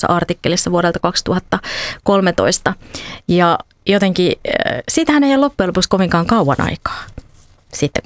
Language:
Finnish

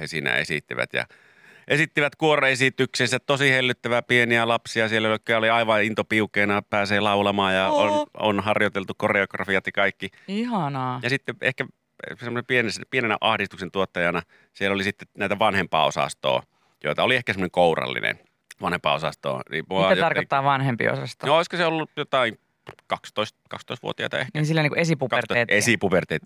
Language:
Finnish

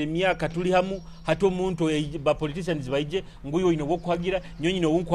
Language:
Nyoro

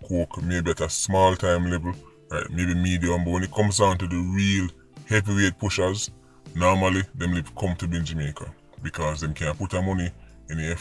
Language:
Jamaican Creole English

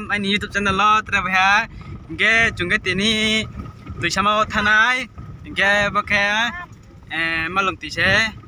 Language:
Riang (India)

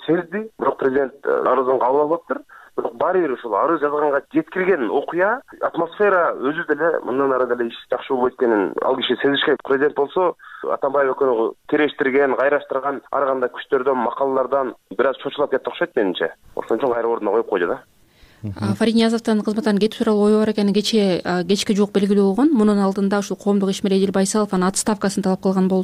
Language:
Kyrgyz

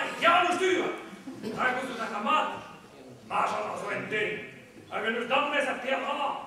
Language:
Breton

